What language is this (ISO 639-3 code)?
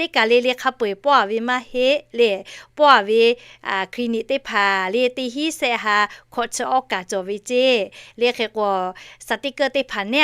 lhu